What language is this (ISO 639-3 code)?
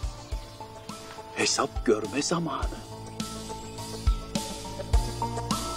tur